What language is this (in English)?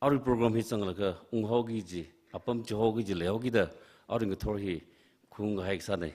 Tangkhul Naga (India)